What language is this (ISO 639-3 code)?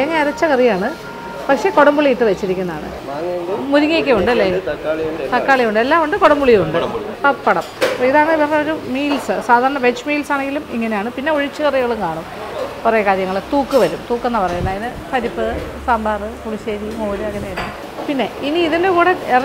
mal